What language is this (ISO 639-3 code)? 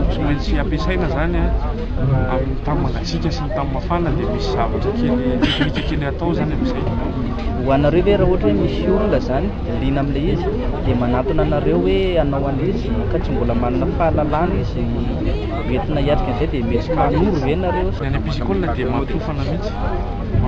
mlg